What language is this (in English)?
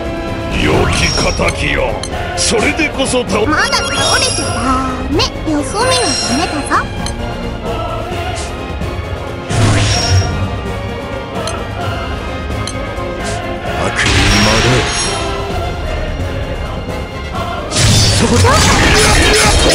Japanese